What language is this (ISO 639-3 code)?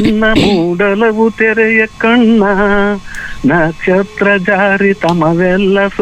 kan